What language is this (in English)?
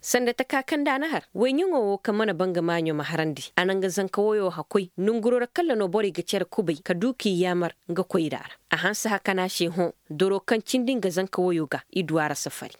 Zarma